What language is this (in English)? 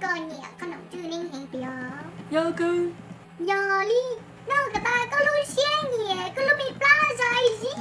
Hmong